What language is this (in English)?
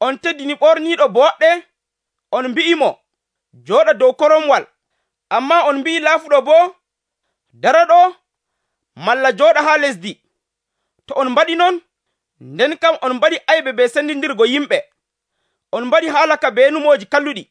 Nigerian Fulfulde